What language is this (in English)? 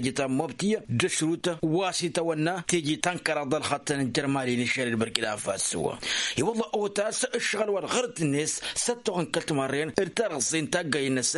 Tamasheq